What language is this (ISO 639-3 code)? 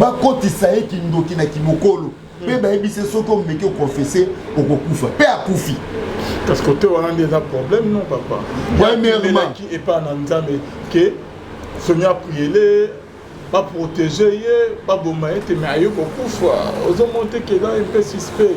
lin